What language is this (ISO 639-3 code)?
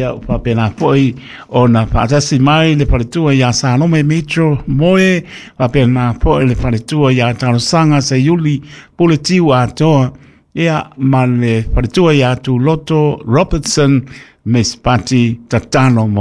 smo